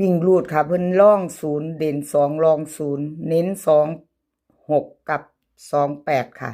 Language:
Northeastern Thai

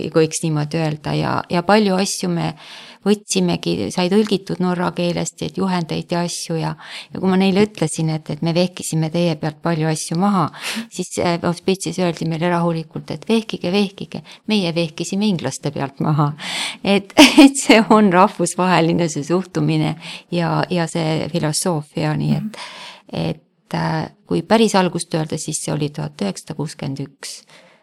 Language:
Estonian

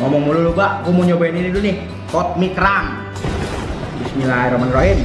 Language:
Betawi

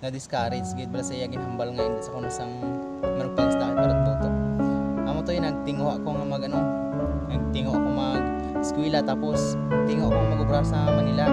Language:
Hiligaynon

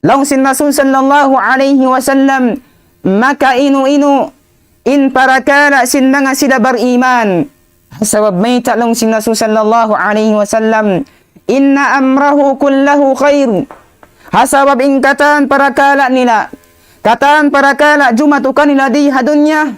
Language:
Tausug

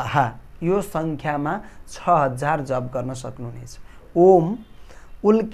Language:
Nepali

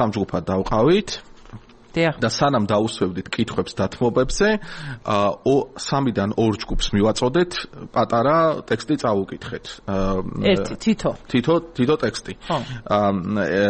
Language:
Georgian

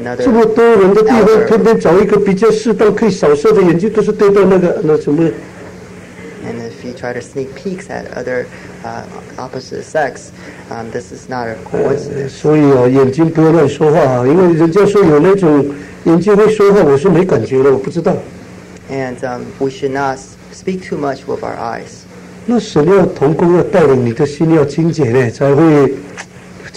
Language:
Chinese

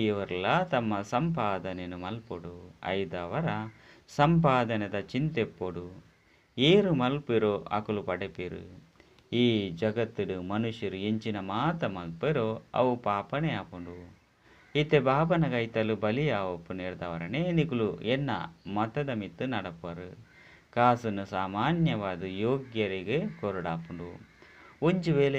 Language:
Tulu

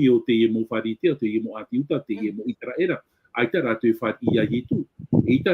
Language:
Tahitian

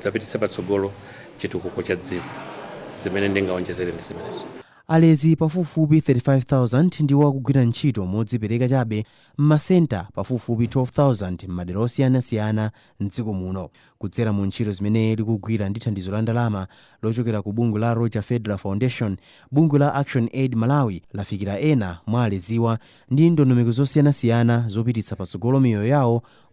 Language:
Nyanja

